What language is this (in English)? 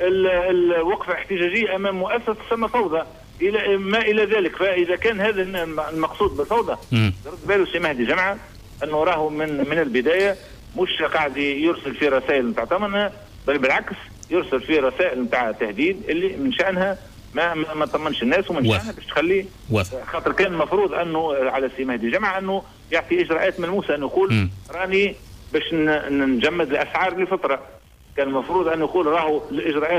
Tunisian Arabic